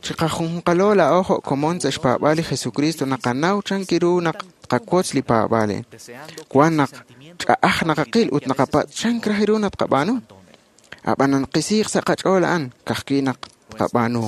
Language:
Kekchí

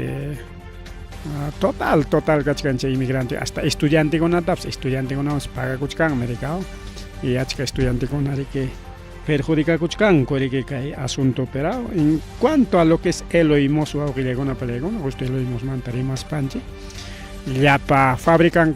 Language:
Ayacucho Quechua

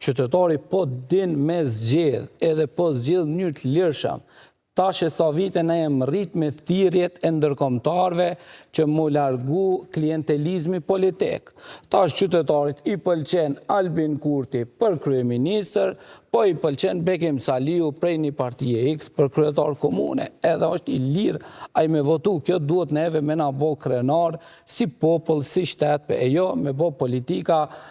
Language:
Albanian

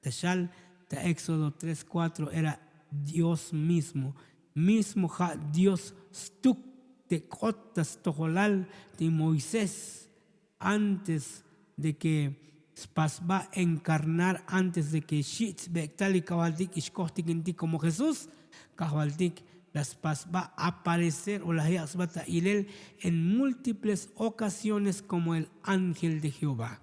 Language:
Tzotzil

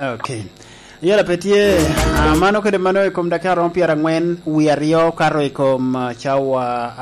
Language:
Lango (Uganda)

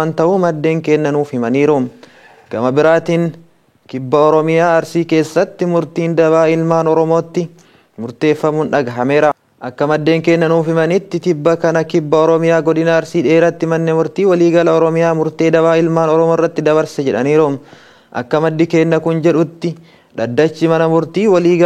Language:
Oromo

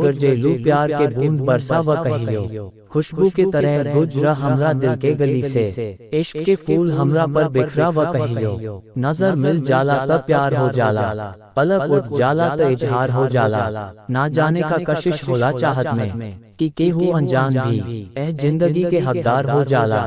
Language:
Bhojpuri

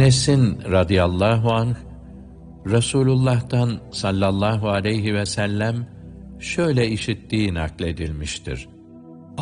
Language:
Turkish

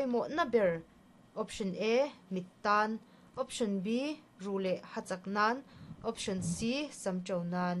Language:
Mizo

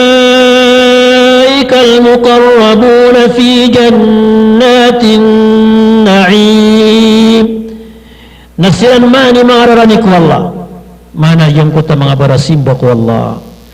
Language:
Maranao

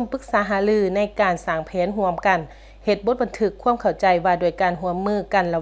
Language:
Lao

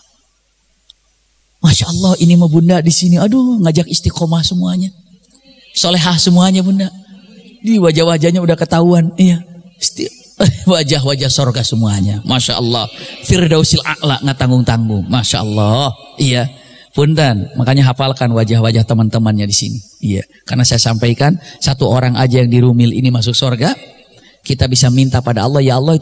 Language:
Indonesian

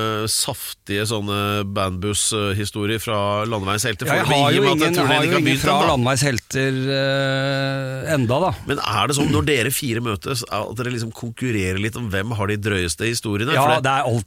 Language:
Norwegian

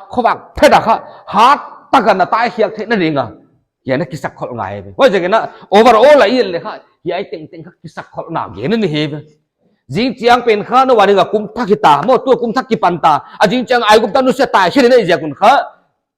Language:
Paite Chin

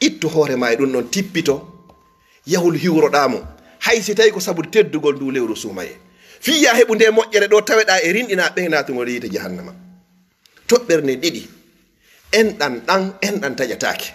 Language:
Fula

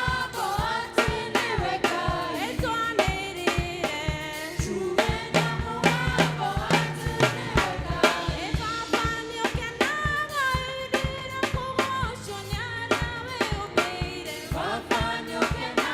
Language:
Kikuyu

